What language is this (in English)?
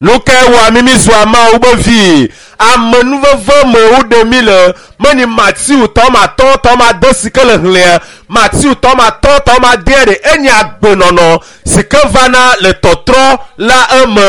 Ewe